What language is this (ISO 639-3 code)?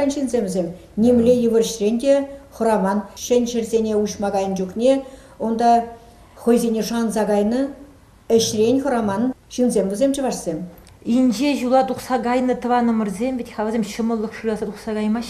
chv